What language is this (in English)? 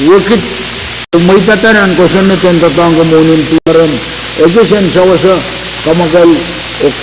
Pohnpeian